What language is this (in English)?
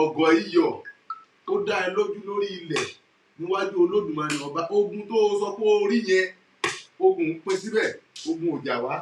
Yoruba